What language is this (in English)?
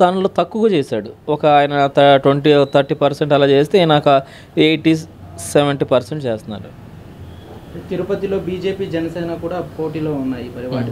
Telugu